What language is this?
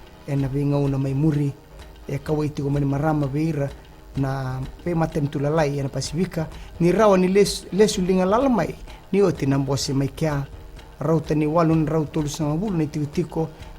Fijian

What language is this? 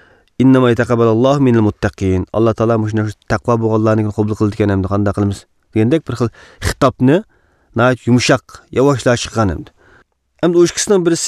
Uyghur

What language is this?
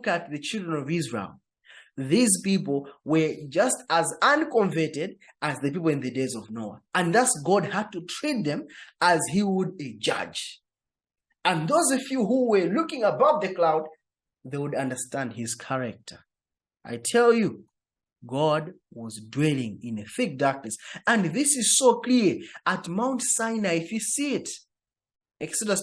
English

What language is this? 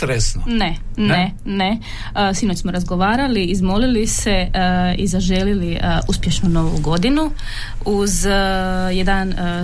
Croatian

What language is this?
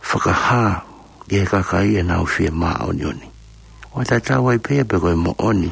Tongan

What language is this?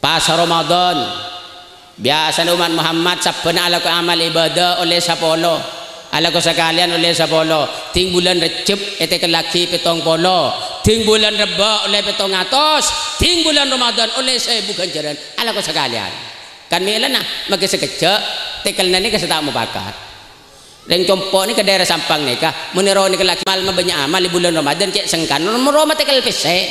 Madurese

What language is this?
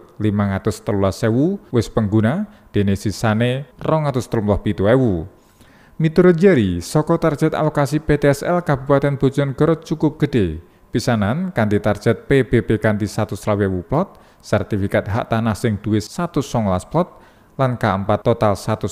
Javanese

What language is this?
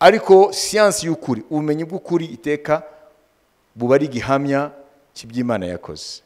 Kinyarwanda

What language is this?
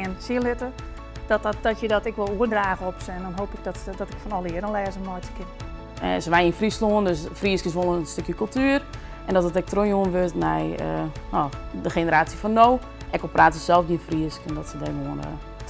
Western Frisian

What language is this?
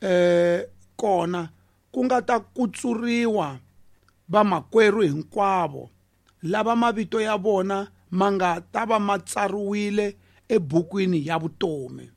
Tsonga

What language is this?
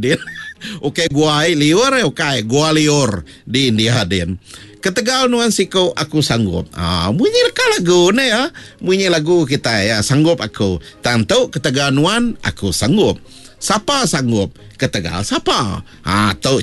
Iban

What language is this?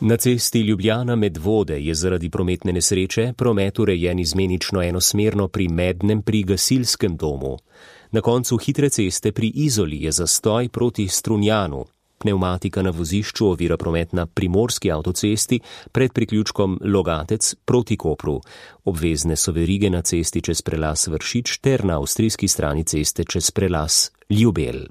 Slovenian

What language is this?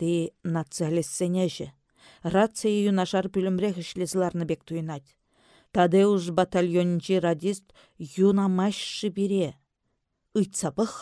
Chuvash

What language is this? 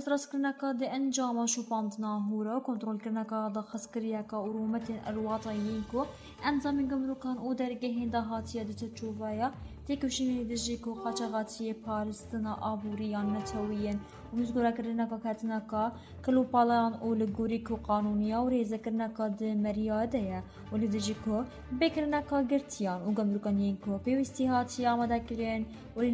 Kurdish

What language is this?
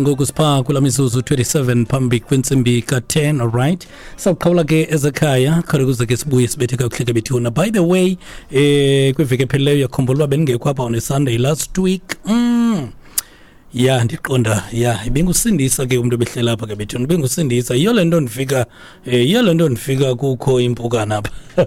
Xhosa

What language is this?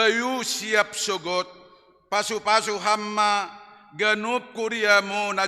Batak Simalungun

